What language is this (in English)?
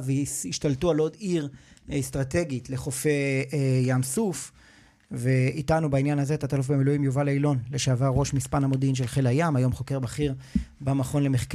Hebrew